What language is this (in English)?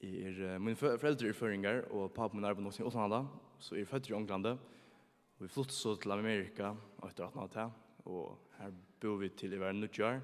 Faroese